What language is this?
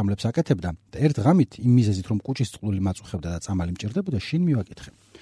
Georgian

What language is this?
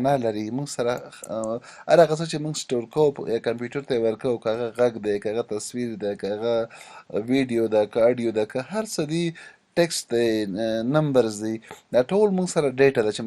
Pashto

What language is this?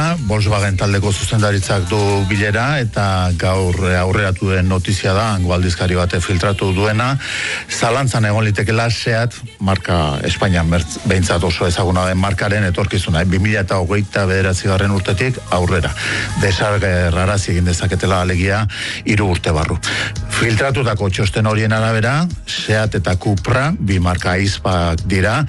Basque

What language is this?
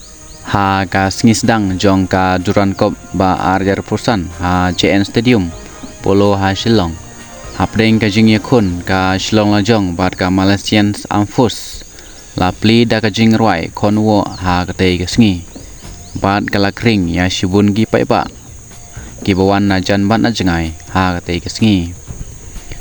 Khasi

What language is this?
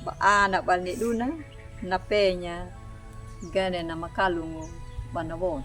Anakalangu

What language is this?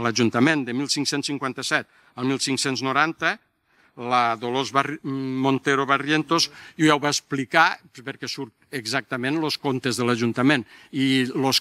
Catalan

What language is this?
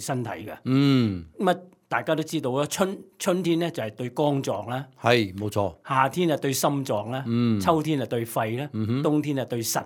Cantonese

